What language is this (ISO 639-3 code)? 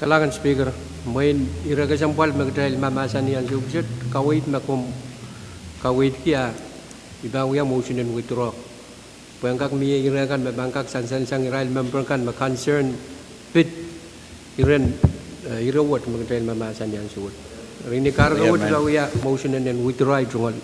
pon